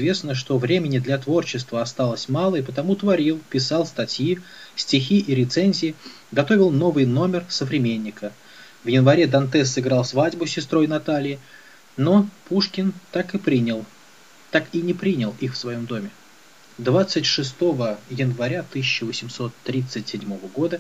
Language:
Russian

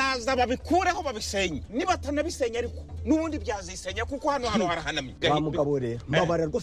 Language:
Kinyarwanda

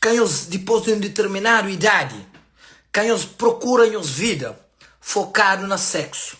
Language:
Kabuverdianu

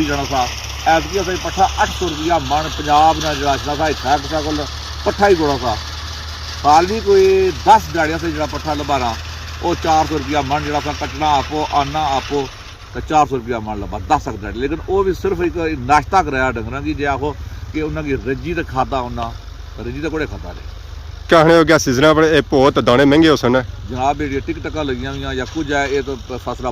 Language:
Pahari-Potwari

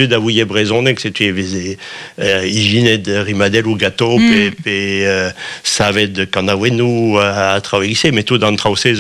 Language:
Breton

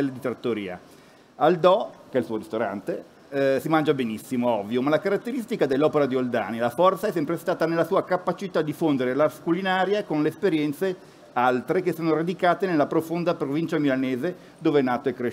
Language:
Italian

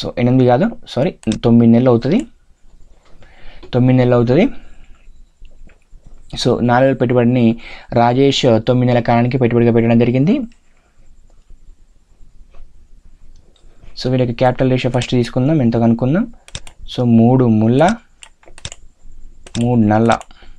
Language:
Telugu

